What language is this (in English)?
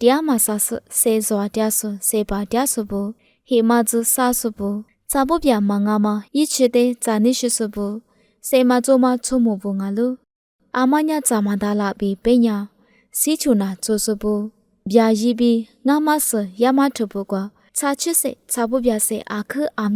Lisu